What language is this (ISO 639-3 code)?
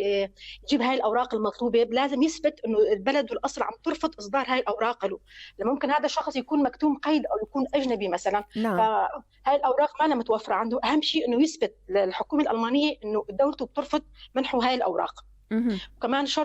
apc